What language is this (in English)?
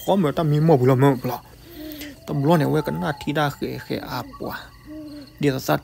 S'gaw Karen